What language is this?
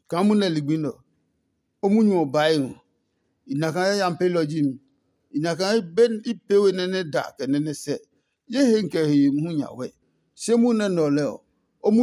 Adangme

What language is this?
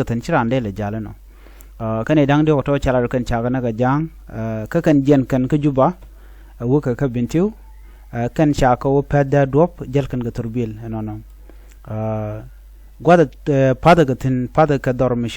Nuer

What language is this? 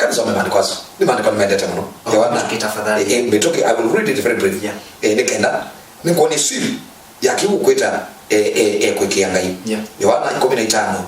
Kamba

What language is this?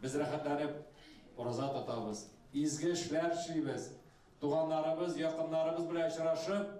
Tatar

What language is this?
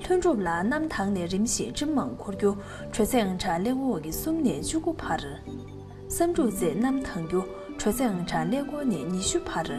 Tibetan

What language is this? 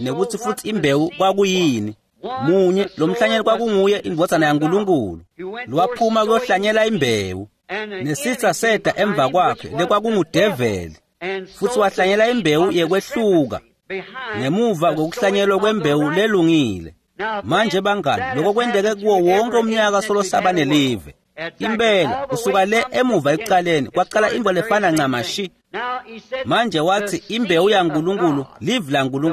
Swati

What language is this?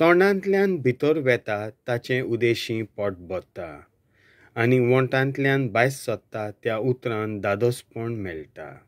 Konkani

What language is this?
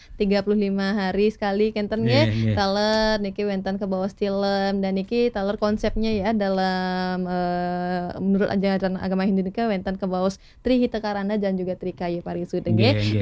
Balinese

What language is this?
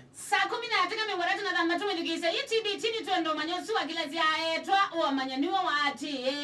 Kamba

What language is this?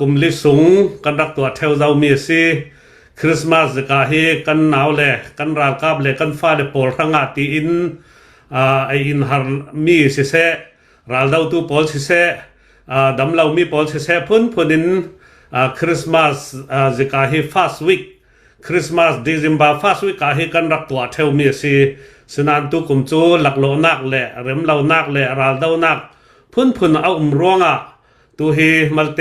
Hakha Chin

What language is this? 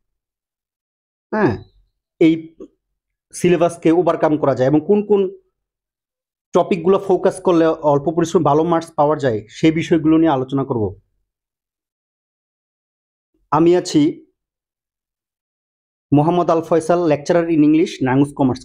Bangla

